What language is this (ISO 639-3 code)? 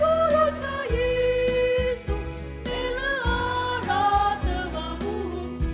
nia